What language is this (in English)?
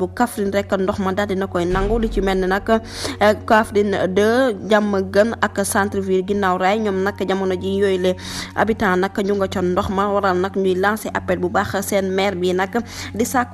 Wolof